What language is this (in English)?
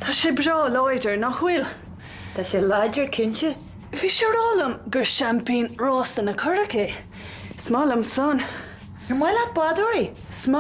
Irish